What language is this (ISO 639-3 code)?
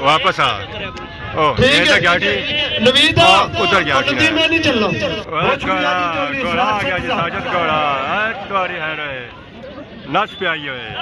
phr